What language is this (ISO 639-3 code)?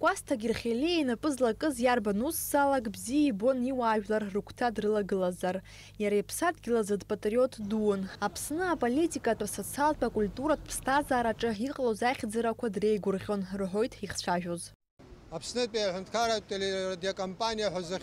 abk